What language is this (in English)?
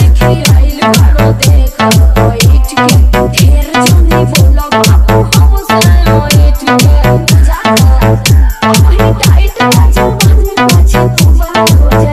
Bhojpuri